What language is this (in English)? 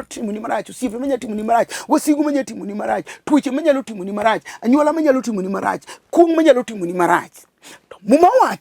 Luo (Kenya and Tanzania)